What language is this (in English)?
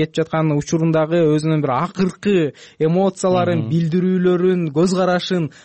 Kyrgyz